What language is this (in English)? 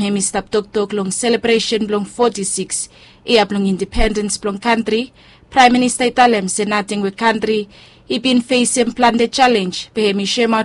Bislama